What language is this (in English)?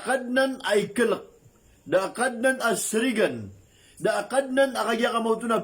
Maranao